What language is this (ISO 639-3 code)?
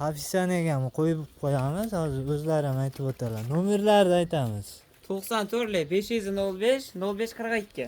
uzb